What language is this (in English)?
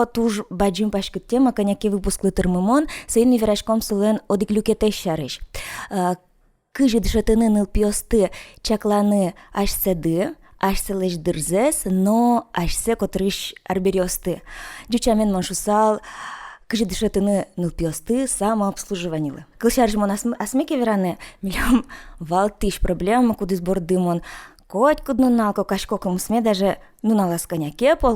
Udmurt